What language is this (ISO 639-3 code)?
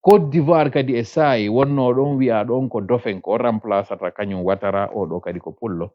ful